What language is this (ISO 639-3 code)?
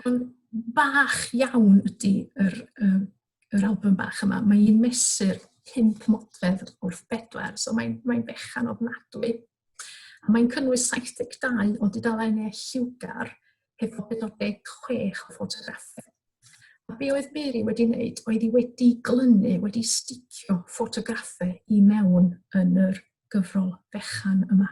cym